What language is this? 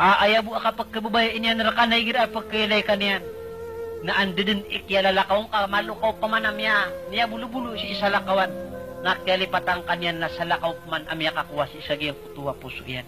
Maranao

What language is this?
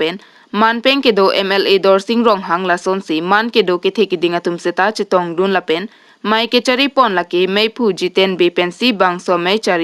Karbi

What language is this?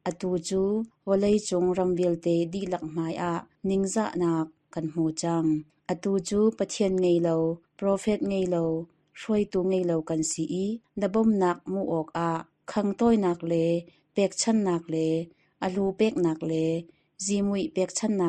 Hakha Chin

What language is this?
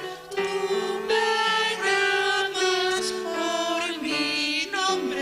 Aymara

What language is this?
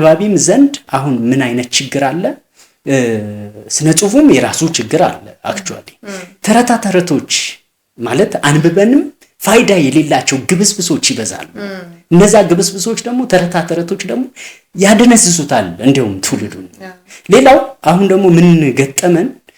Amharic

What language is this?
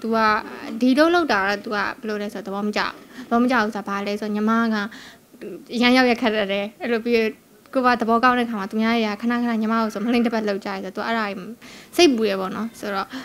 Burmese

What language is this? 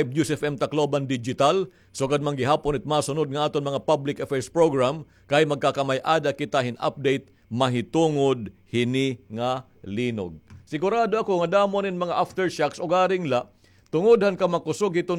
Waray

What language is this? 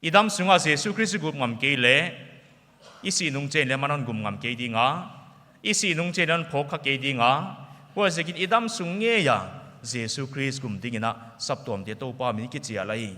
Paite Chin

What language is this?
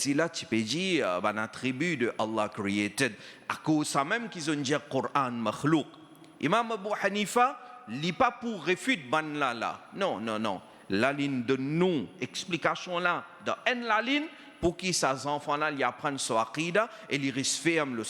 Morisyen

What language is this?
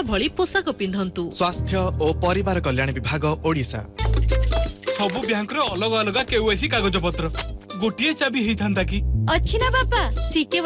Odia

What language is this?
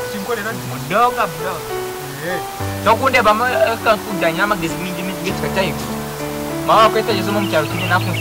Nyankole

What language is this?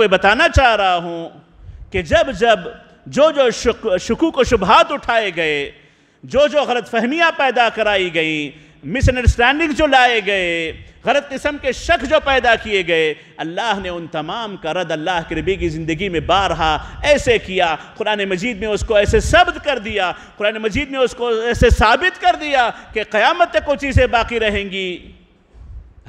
Urdu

